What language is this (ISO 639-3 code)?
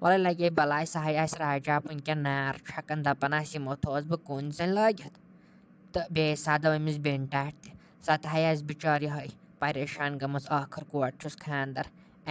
kas